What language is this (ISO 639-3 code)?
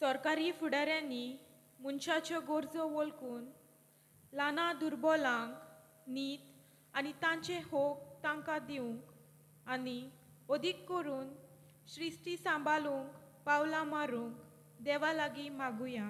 kok